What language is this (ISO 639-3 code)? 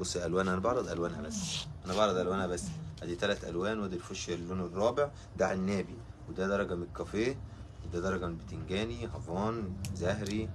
arz